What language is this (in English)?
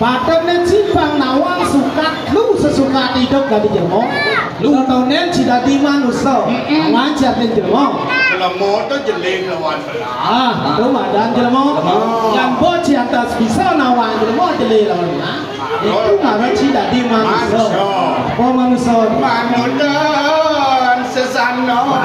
Balinese